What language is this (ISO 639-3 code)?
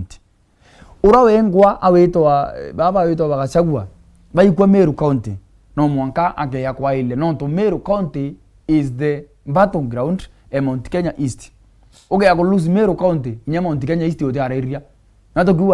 mer